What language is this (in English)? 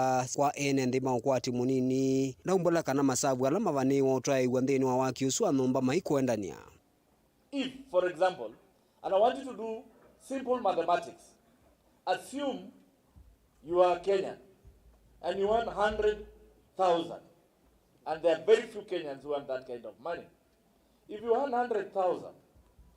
Kamba